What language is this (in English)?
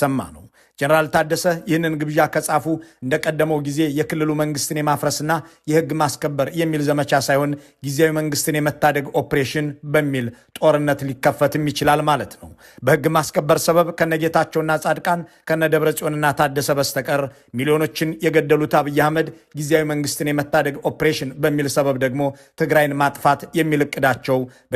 Amharic